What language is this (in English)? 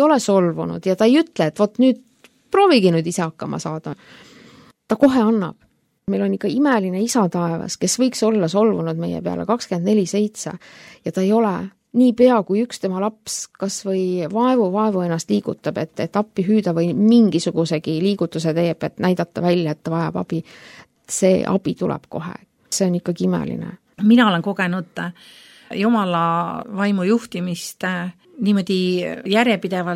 Estonian